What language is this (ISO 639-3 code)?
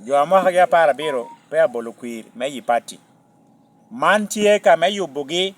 laj